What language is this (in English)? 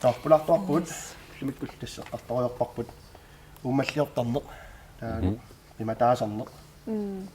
Kalaallisut